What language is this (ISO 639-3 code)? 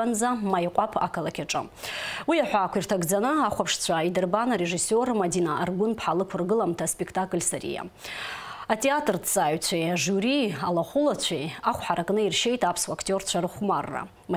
abk